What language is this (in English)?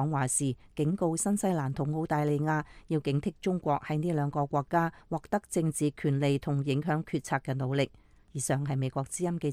Cantonese